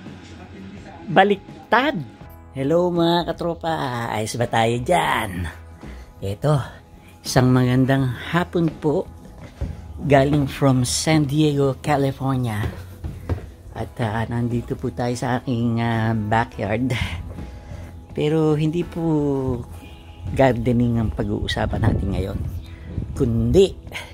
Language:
Filipino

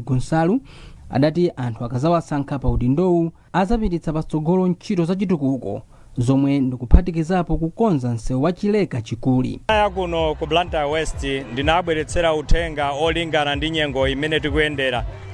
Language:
Nyanja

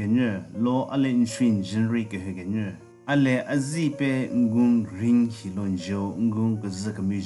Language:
Southern Rengma Naga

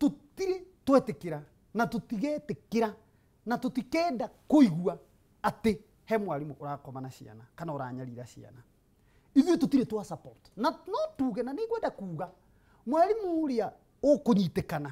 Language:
Kikuyu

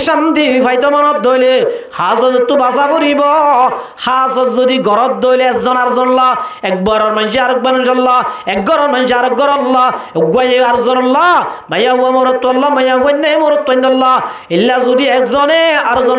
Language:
Rohingya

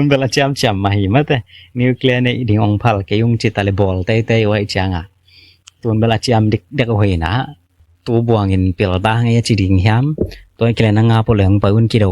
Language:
Tedim Chin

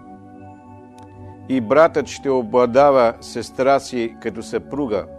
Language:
Bulgarian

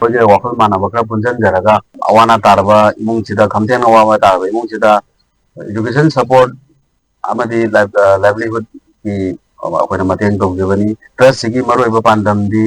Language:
Manipuri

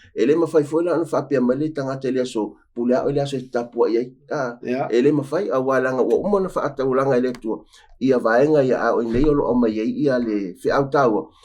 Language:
Samoan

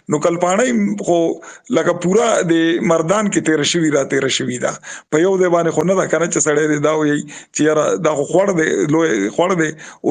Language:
Pashto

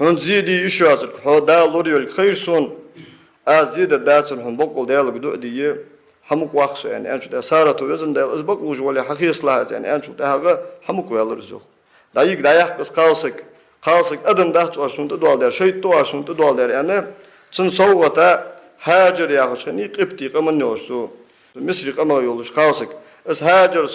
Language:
Ingush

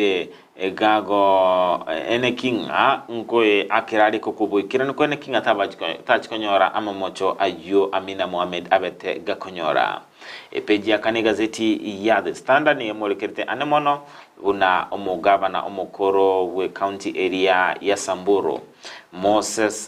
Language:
Gusii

